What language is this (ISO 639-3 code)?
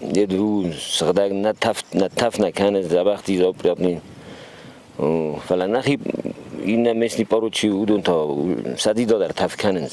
oss